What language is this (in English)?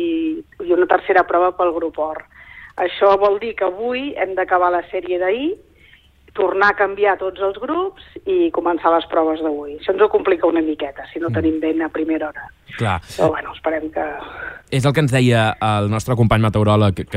Catalan